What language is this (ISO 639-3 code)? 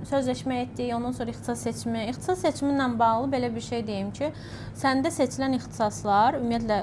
aze